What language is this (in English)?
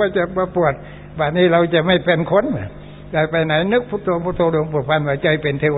Thai